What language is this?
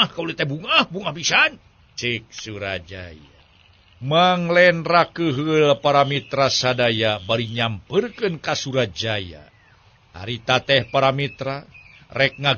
Sundanese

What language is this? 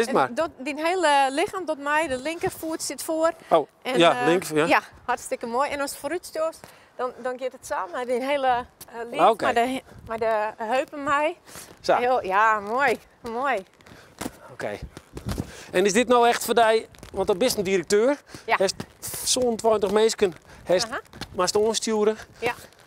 Western Frisian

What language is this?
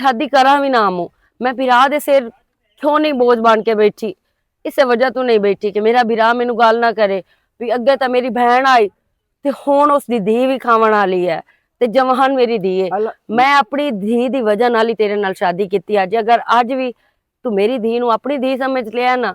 Western Panjabi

